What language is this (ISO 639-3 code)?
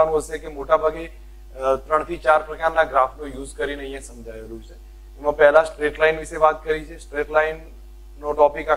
guj